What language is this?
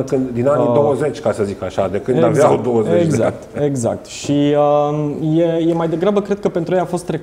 Romanian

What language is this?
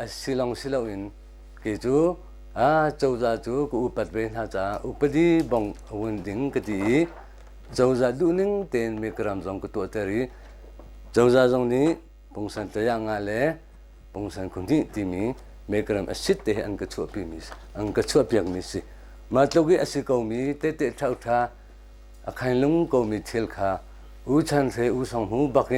Hakha Chin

